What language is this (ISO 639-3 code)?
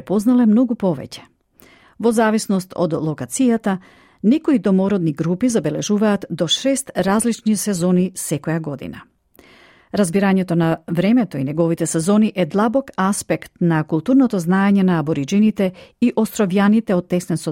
mkd